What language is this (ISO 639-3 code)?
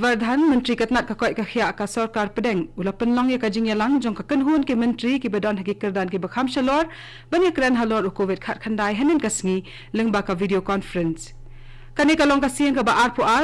kha